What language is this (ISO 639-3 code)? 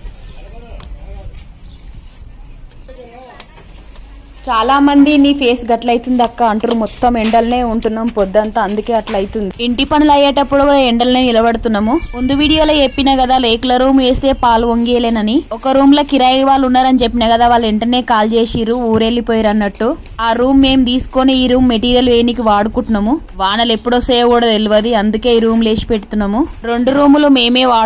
tel